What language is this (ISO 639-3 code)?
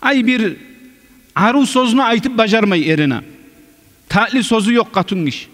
kum